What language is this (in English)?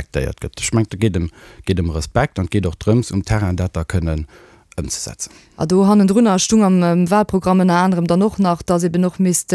Luxembourgish